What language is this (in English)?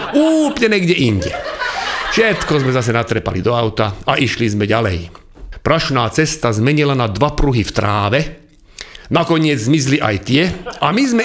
Slovak